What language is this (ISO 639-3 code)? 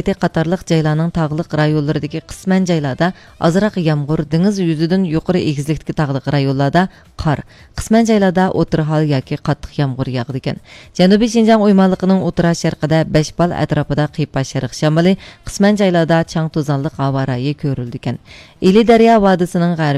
uig